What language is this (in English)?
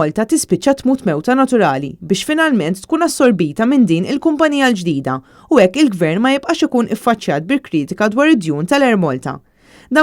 Maltese